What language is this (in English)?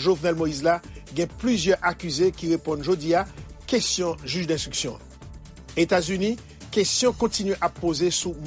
Haitian Creole